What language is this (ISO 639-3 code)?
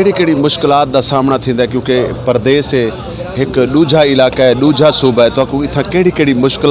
skr